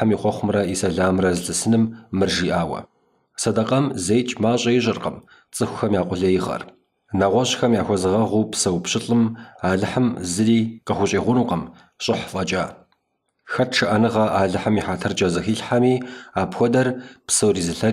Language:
Kabardian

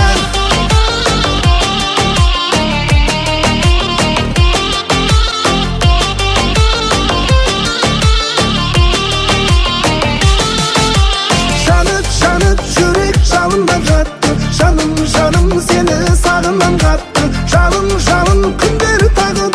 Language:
Kazakh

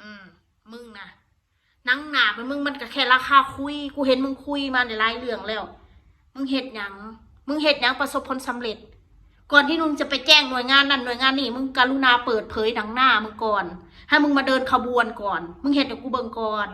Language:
Northeastern Thai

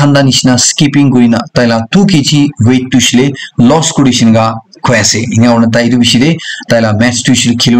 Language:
Naga Pidgin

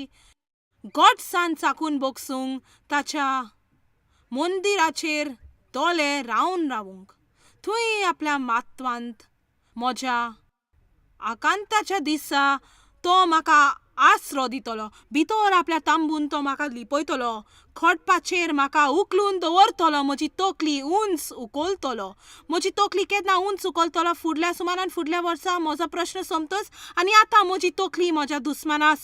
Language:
Konkani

